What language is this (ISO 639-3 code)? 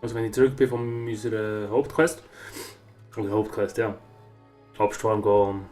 gsw